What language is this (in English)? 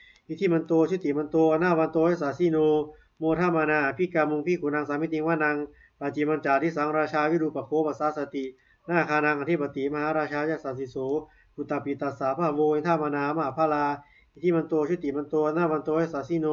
Pali